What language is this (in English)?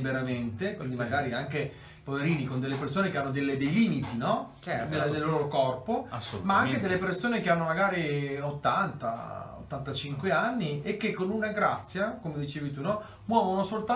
Italian